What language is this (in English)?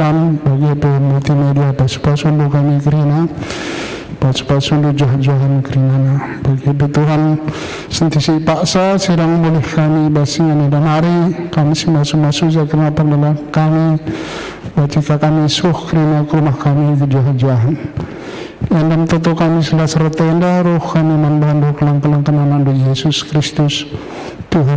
Batak Karo